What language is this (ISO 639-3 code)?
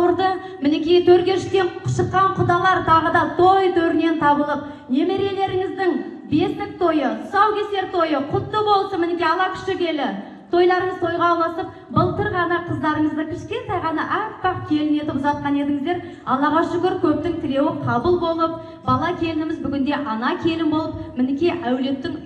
kaz